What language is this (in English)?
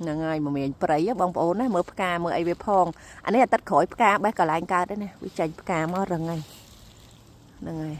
Khmer